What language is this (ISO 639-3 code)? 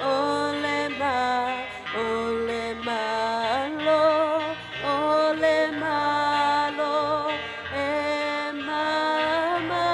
smo